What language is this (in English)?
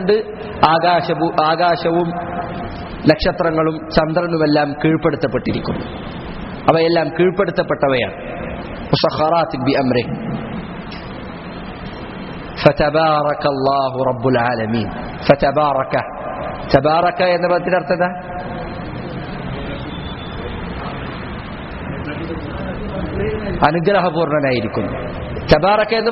Malayalam